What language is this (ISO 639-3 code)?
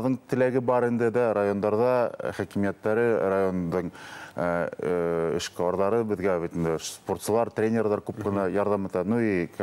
bak